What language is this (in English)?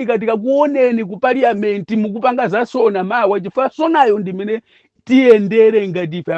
Nyanja